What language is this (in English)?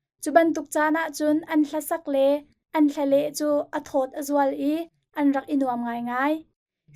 Hakha Chin